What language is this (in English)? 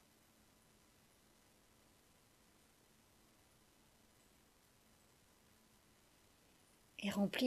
French